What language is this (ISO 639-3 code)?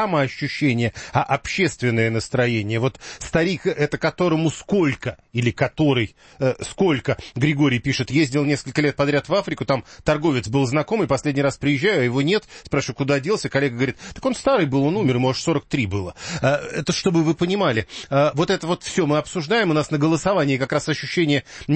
rus